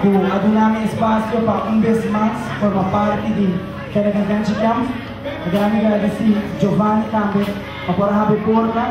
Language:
Papiamento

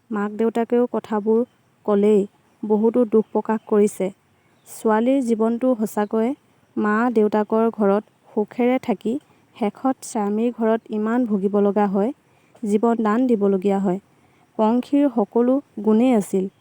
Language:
Assamese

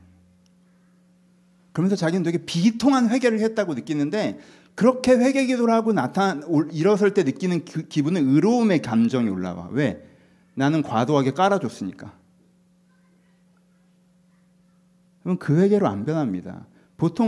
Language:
Korean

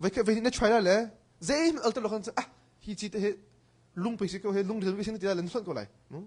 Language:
Hakha Chin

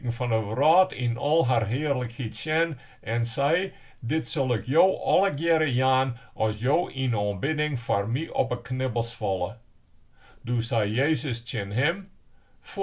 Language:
Western Frisian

